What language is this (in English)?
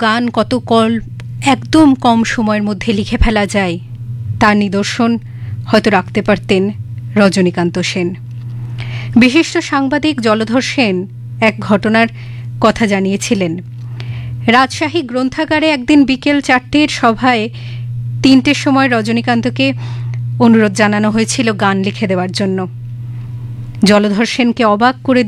Bangla